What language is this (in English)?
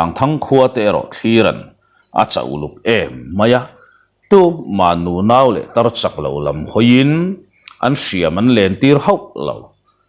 Mizo